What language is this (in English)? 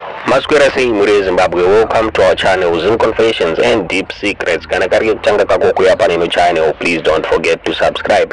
Shona